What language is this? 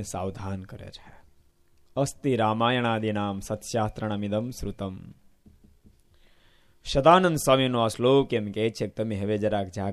Gujarati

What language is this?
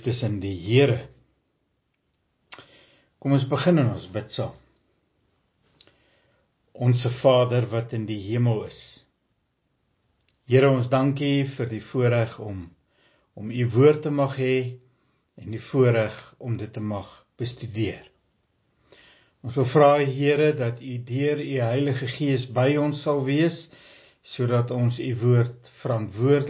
Afrikaans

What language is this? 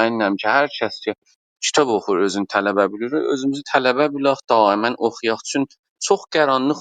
South Azerbaijani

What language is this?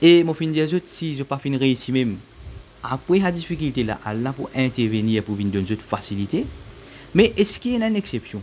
Morisyen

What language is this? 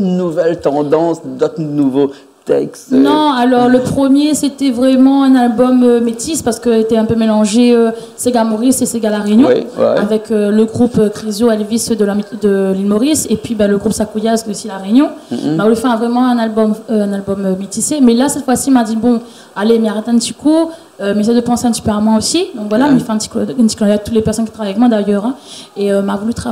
Réunion Creole French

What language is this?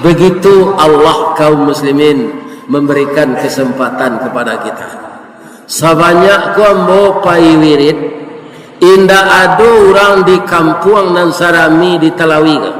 Minangkabau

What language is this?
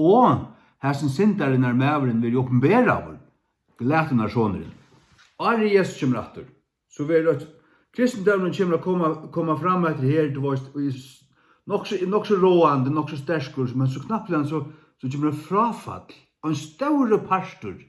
Faroese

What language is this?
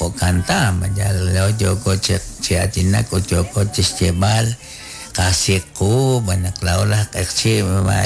Kekchí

